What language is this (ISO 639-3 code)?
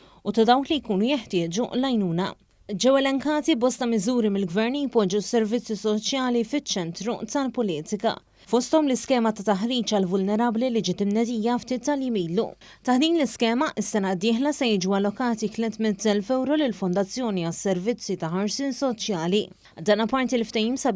mlt